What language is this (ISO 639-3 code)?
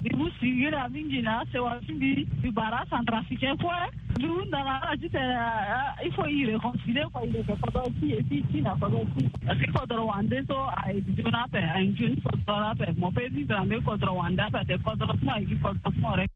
sag